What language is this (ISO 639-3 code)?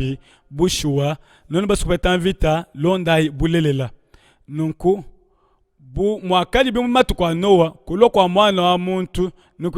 lua